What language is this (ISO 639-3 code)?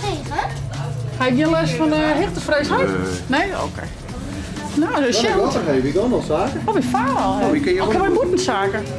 fry